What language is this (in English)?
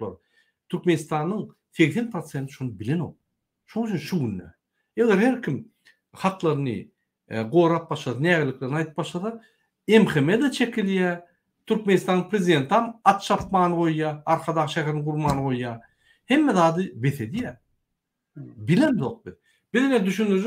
Turkmen